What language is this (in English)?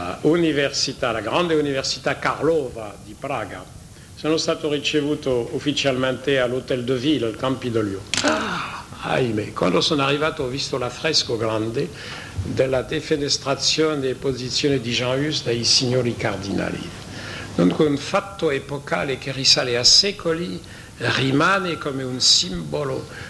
Italian